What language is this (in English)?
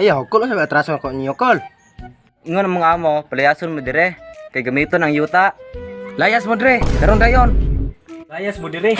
Cebuano